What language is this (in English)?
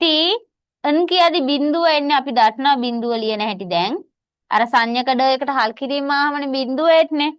Sinhala